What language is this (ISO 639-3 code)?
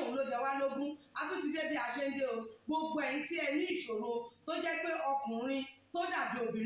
yor